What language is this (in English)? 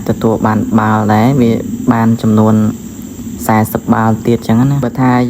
Khmer